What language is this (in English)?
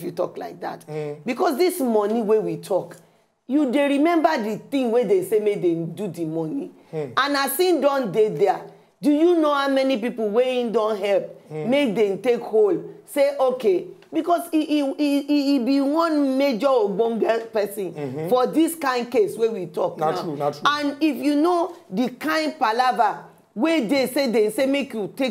Nigerian Pidgin